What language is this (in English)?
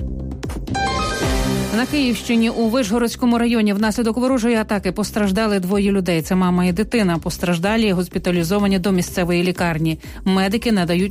Ukrainian